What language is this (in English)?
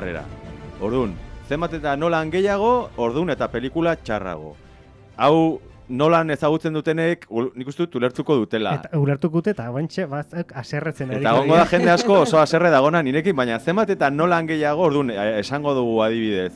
Basque